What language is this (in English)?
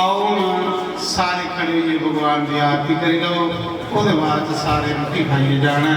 Dogri